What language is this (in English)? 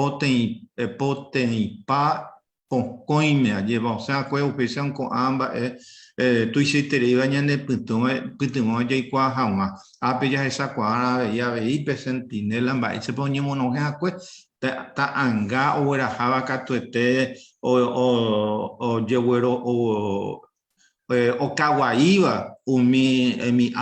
Guarani